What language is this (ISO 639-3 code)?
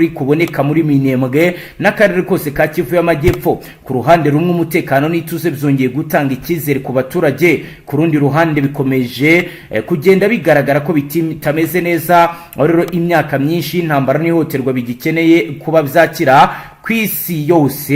kin